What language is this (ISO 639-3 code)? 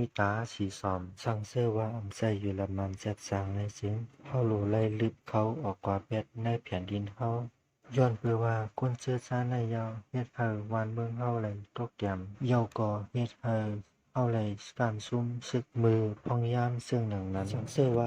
shn